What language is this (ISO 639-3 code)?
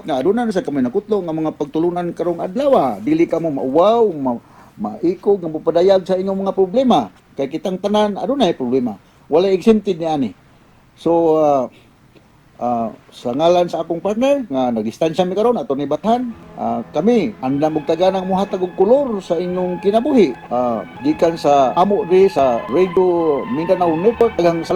ceb